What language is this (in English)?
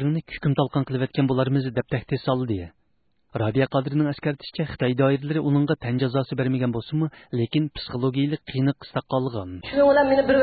Uyghur